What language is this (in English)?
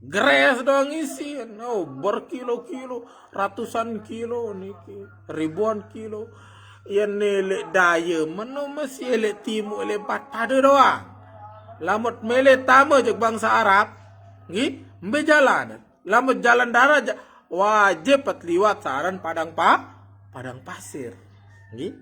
Sasak